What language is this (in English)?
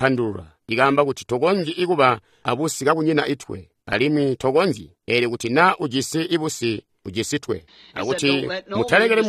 Tonga (Zambia)